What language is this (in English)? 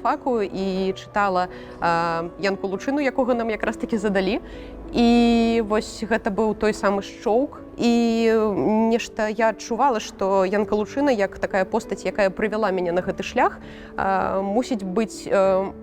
Belarusian